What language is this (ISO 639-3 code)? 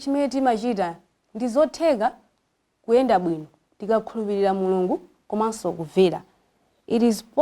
nya